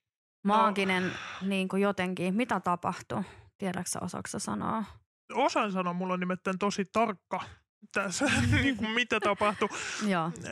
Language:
Finnish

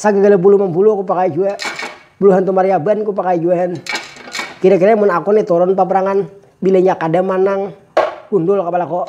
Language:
Banjar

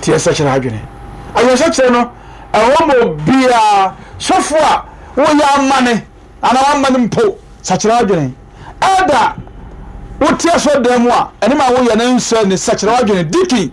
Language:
Akan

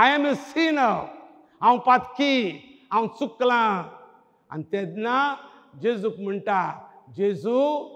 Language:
Konkani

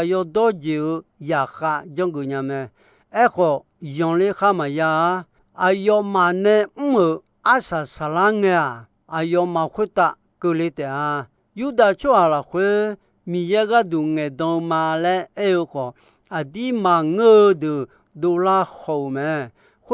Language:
Akha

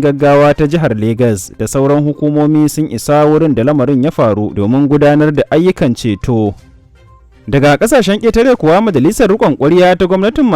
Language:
Hausa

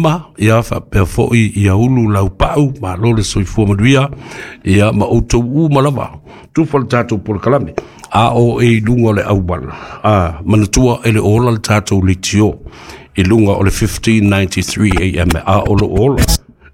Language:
Samoan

